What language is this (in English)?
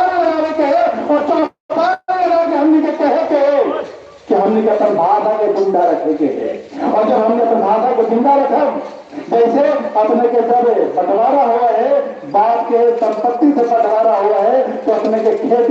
Magahi